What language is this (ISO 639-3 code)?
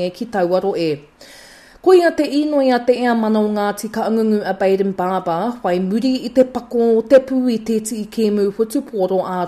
mri